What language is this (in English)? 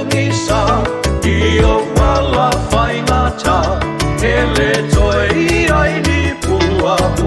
Samoan